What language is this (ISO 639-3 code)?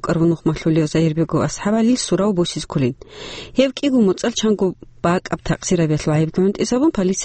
ava